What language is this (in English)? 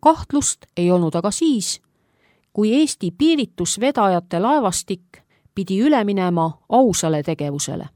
Estonian